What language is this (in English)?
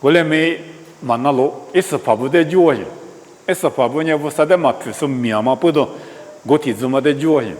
Lisu